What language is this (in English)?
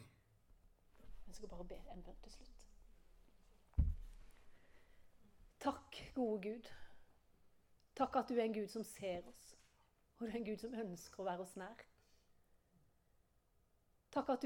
Norwegian